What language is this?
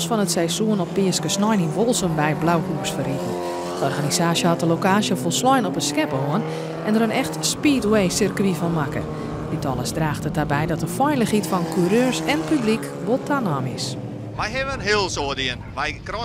Western Frisian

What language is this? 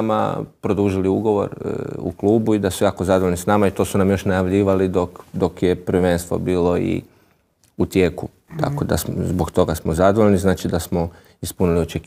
Croatian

